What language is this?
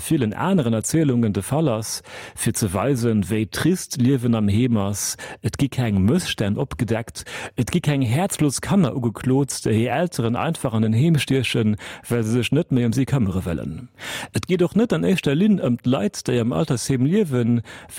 Luxembourgish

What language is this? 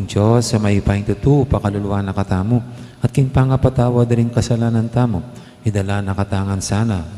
Pampanga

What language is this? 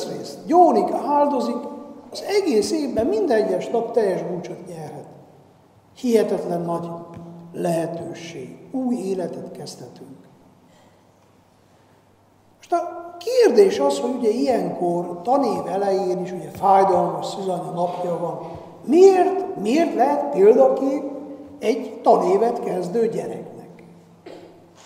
Hungarian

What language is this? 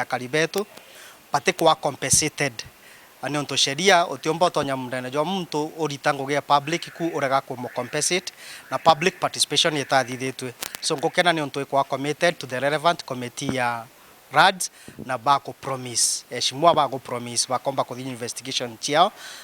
Meru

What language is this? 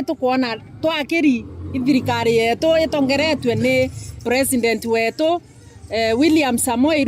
Meru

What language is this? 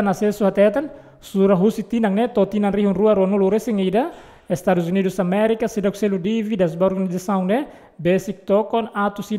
Tetum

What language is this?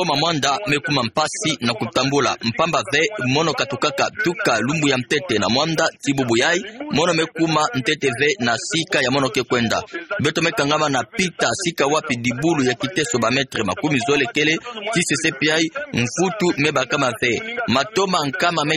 Kituba (Democratic Republic of Congo)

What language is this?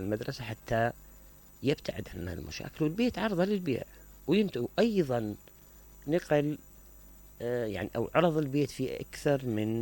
Mesopotamian Arabic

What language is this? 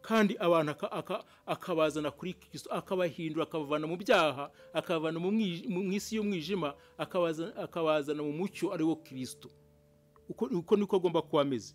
Kinyarwanda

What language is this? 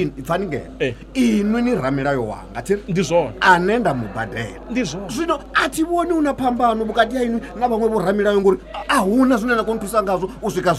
Venda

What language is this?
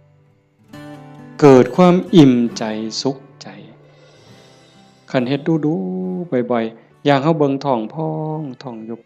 Lao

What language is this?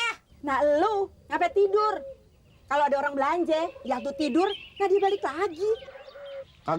Betawi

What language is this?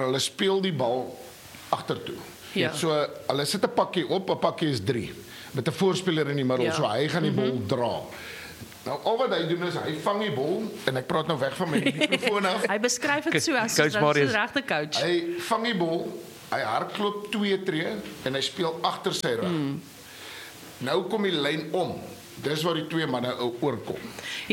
Afrikaans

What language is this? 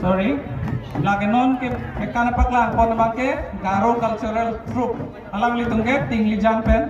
Karbi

